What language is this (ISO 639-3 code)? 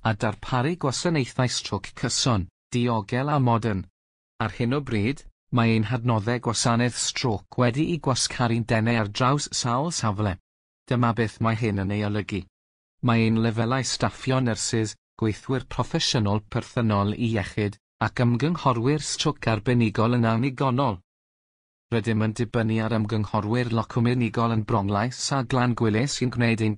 cym